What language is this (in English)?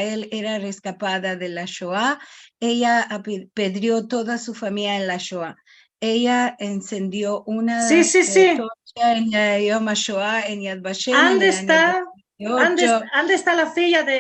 Ladino